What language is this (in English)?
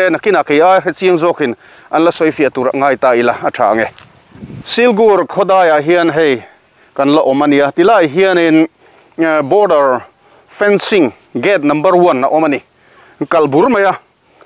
Mizo